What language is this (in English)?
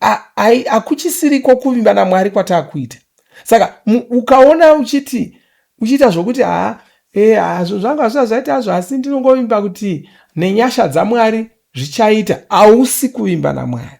Shona